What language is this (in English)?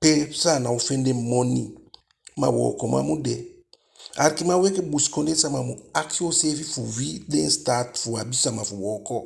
Eastern Maroon Creole